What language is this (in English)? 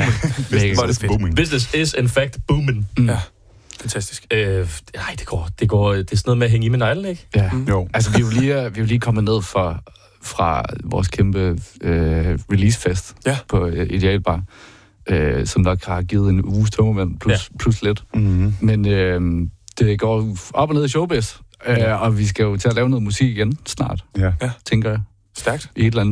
Danish